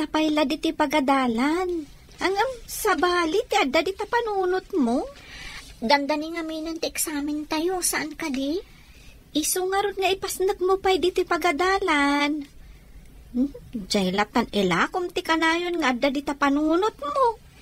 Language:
Iloko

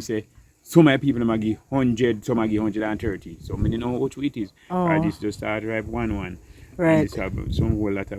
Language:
Jamaican Creole English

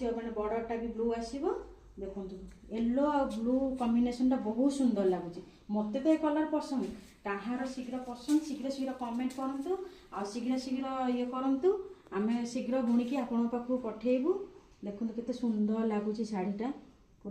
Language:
Odia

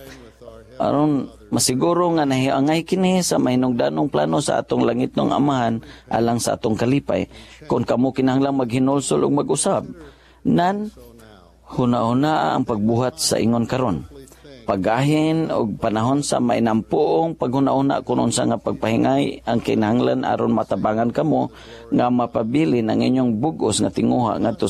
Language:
Cebuano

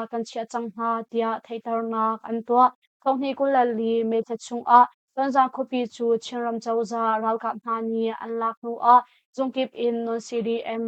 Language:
Hakha Chin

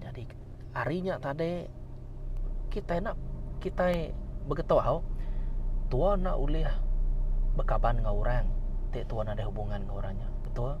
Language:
Iban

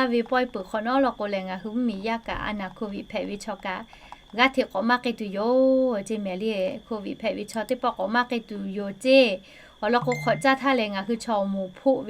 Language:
Lahu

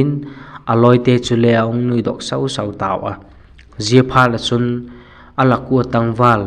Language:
Vaiphei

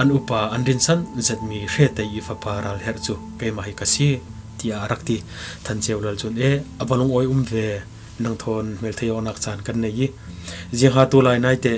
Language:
Falam Chin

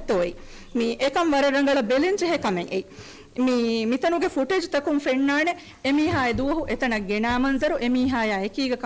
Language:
Divehi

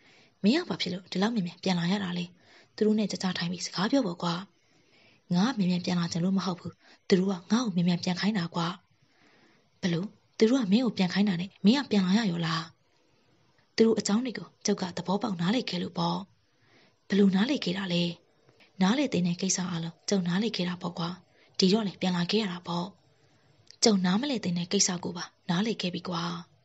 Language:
Burmese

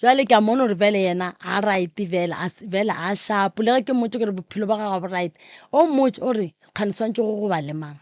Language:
Northern Sotho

